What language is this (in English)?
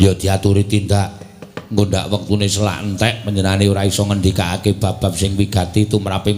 Javanese